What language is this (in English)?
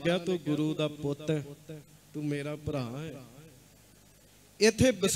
Punjabi